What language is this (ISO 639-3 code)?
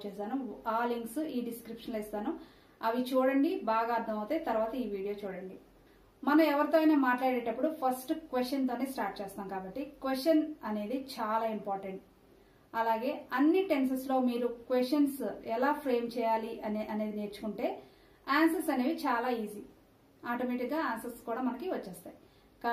tel